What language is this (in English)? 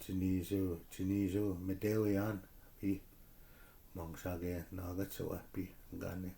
Chippewa